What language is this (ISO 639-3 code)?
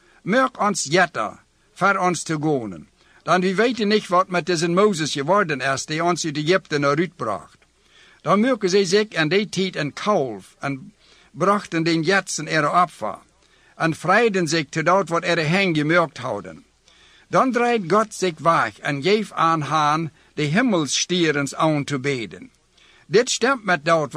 pdt